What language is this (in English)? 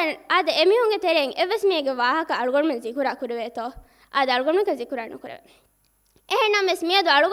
Divehi